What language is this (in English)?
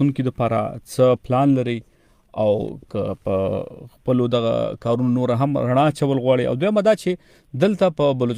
Pashto